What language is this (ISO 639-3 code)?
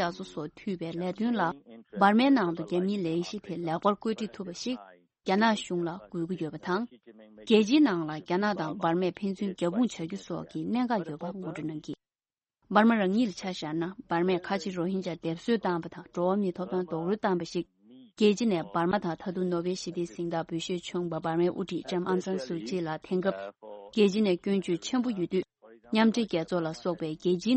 bod